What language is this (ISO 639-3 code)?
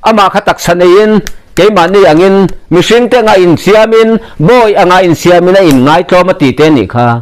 lus